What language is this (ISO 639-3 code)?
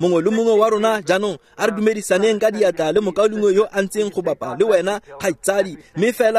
tsn